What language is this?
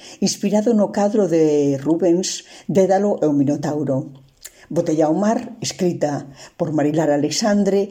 Galician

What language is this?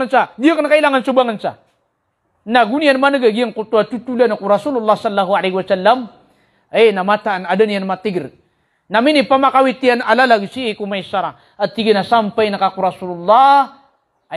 Maranao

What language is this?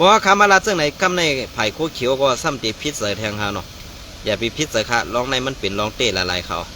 Shan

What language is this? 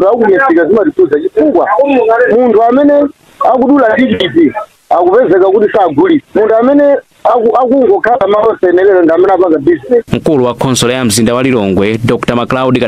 Nyanja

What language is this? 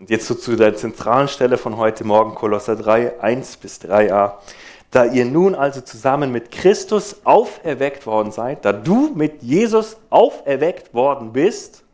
Swiss German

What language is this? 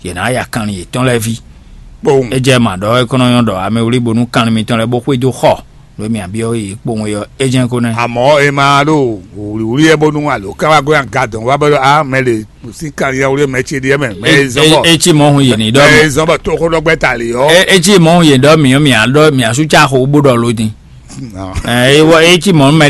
Fon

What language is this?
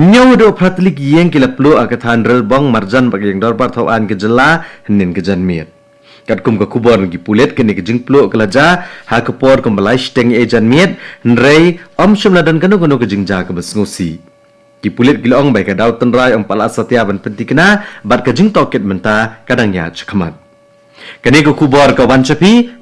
Khasi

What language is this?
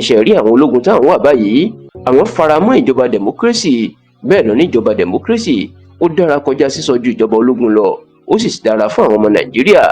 Yoruba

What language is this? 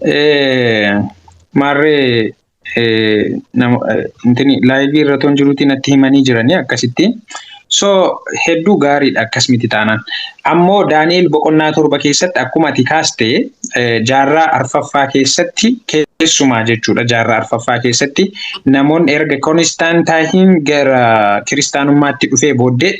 Oromo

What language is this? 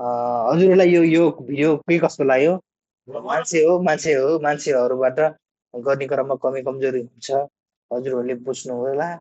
Nepali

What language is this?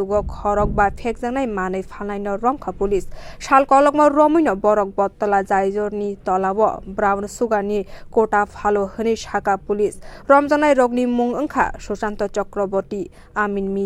Kok Borok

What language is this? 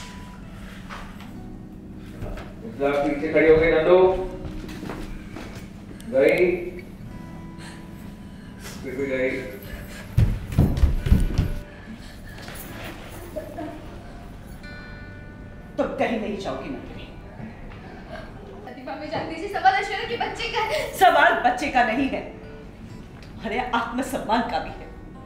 Hindi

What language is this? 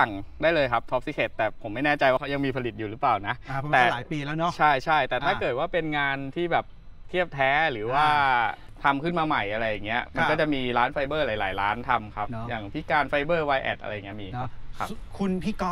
Thai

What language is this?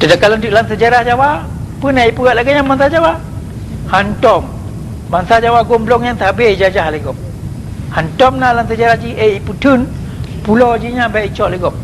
Achinese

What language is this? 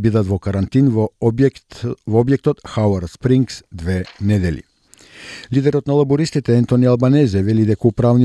Macedonian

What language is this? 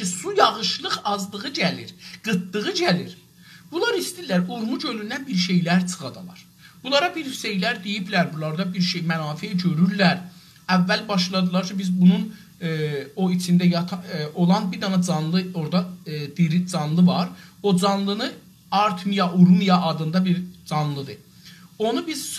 South Azerbaijani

